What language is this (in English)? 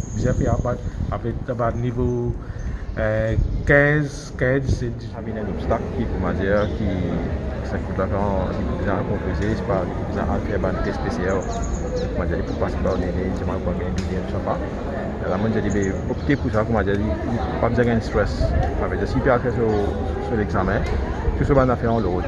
Morisyen